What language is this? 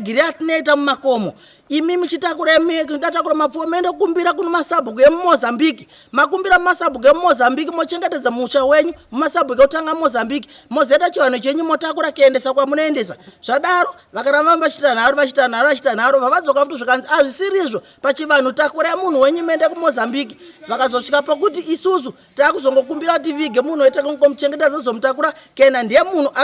Shona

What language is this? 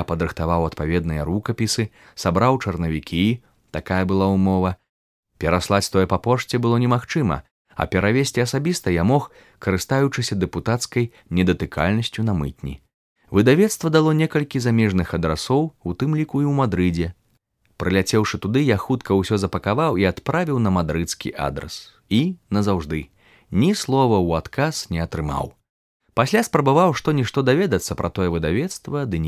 Belarusian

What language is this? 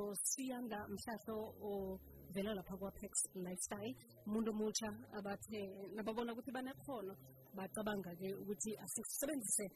South Ndebele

